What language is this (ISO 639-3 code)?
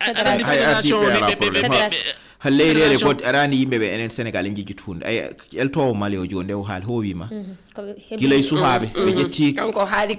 ful